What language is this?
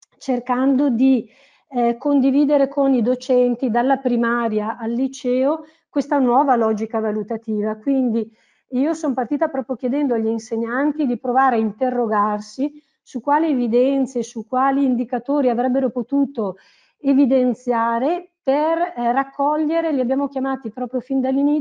Italian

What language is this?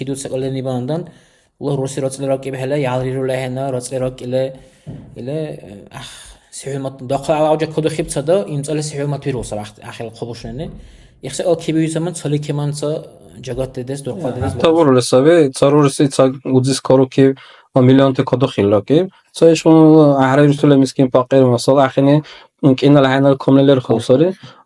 Dargwa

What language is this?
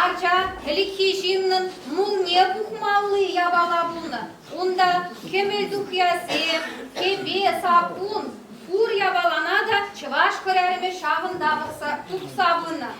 Chuvash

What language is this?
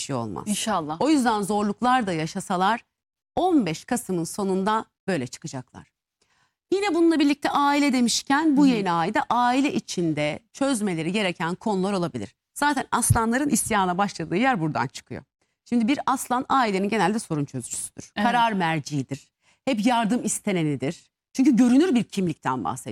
Turkish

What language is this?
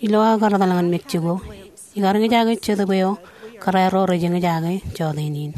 Marshallese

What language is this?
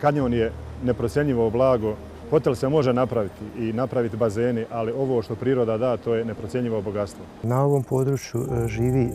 Bosnian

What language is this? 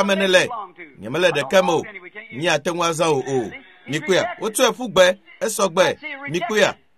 Ewe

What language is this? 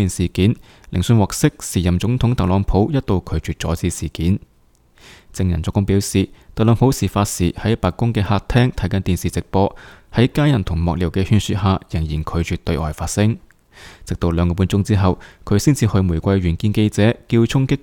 Cantonese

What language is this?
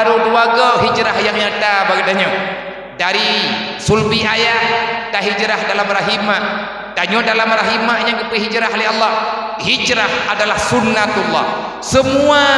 Achinese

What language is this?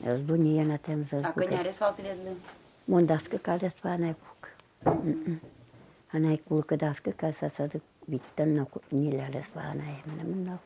Udmurt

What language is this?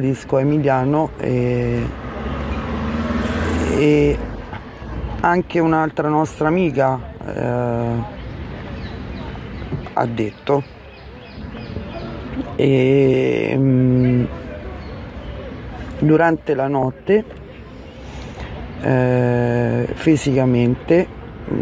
Italian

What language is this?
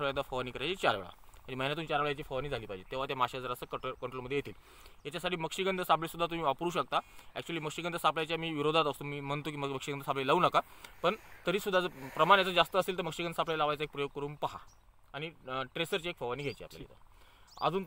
Marathi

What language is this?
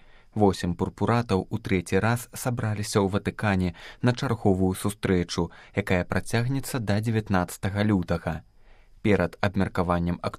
Belarusian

